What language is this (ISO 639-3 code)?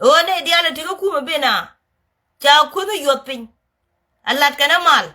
nus